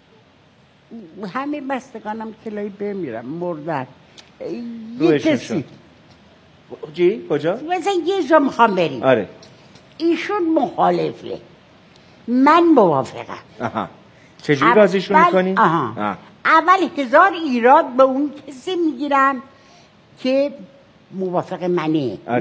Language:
Persian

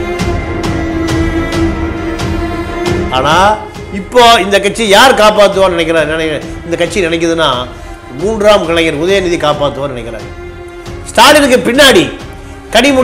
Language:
Tamil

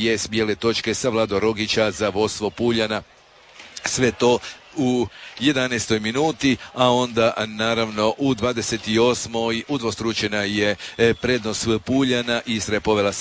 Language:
Croatian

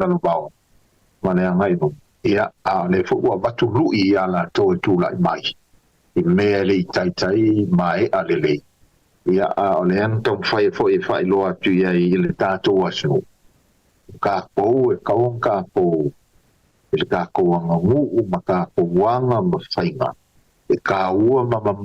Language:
Samoan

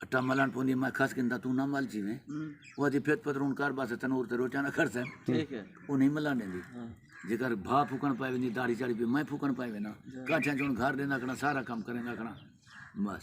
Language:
Saraiki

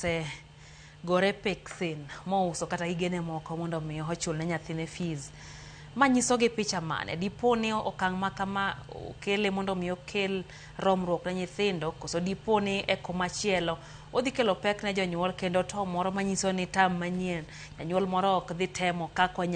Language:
Luo (Kenya and Tanzania)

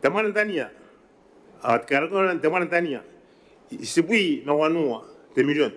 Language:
Gilbertese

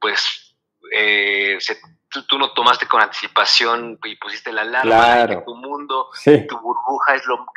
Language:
Spanish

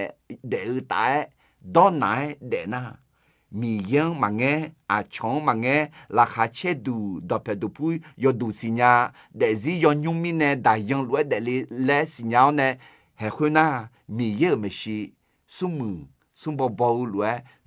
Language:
Akha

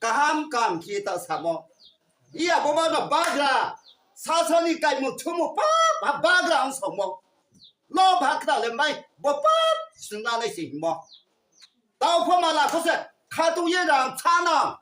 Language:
Riang (India)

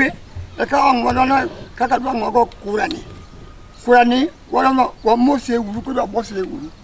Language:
Luo (Kenya and Tanzania)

